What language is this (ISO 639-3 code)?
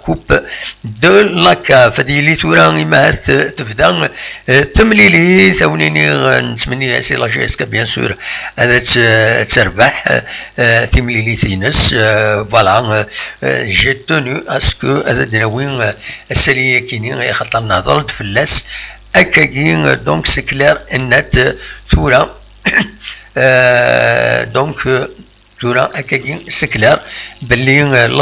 kab